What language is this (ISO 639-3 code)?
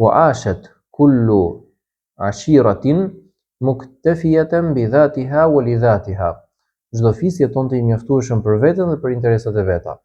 sqi